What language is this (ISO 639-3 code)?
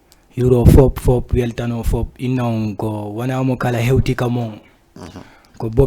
ful